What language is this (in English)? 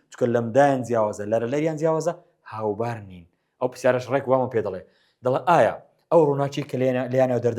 Central Kurdish